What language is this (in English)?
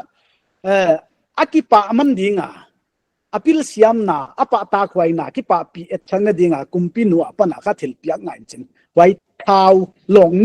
Paite Chin